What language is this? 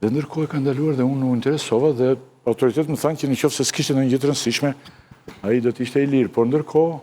Albanian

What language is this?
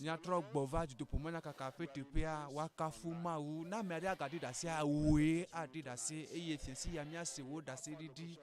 Ewe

